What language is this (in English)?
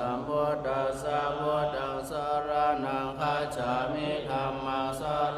Pali